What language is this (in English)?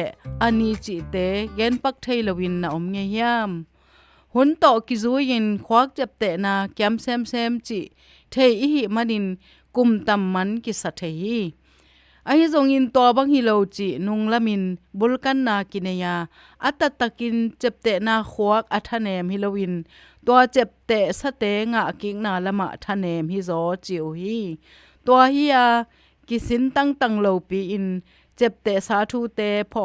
Tedim Chin